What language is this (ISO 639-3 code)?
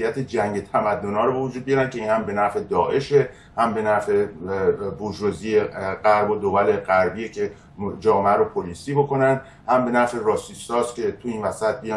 fas